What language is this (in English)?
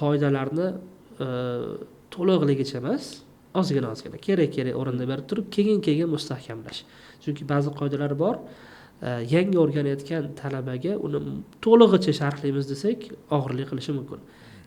Uzbek